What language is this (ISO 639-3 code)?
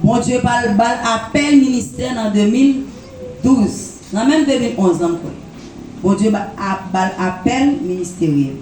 hat